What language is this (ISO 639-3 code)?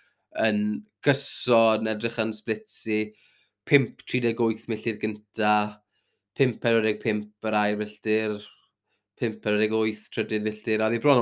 cym